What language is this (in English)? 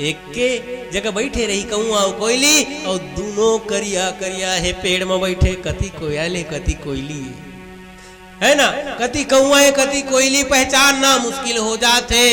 Chhattisgarhi